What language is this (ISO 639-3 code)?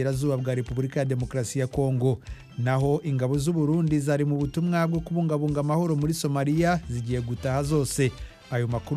kin